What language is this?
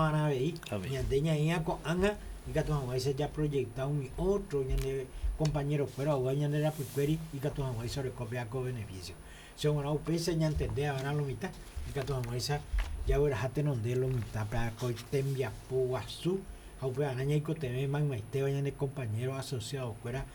Guarani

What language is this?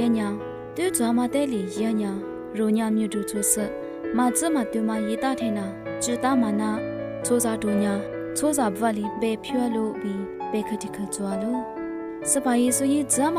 Lisu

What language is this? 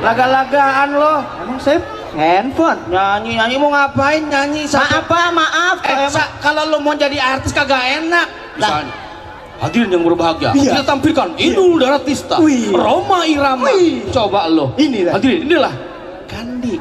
Betawi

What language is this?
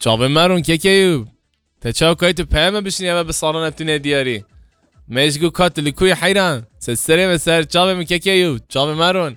Kurdish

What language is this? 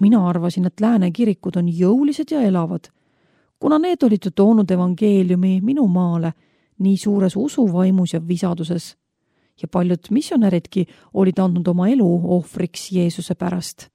Estonian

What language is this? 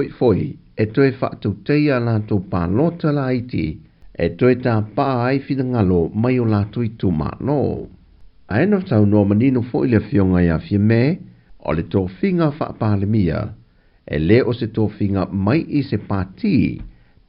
Samoan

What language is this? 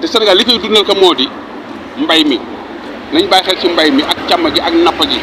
Wolof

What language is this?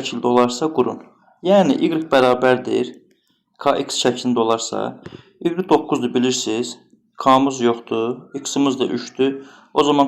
Azerbaijani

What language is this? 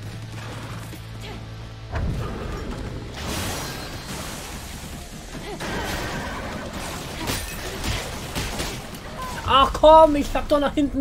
German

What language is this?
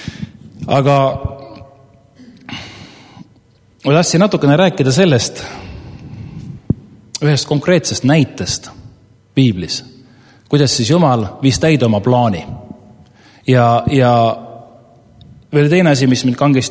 Estonian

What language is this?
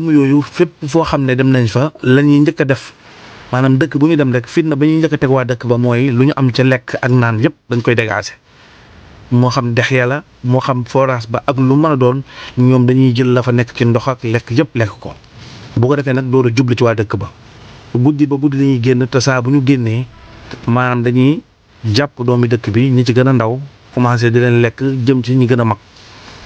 Wolof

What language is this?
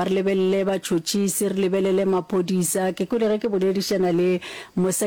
Northern Sotho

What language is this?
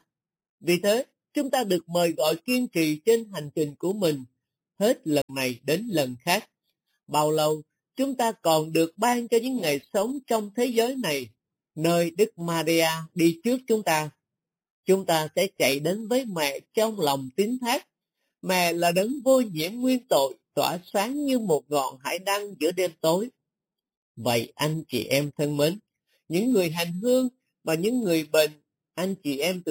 Vietnamese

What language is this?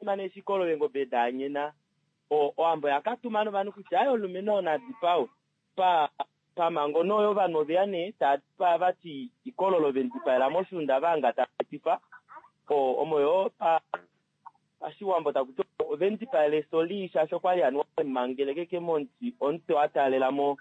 Kuanyama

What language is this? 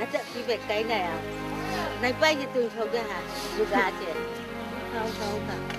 Riang (India)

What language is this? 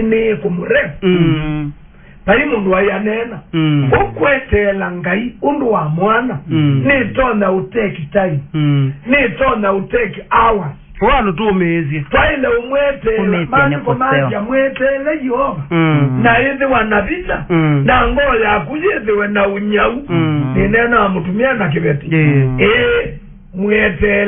Kamba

